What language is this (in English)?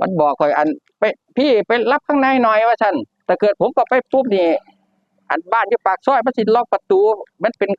Northeastern Thai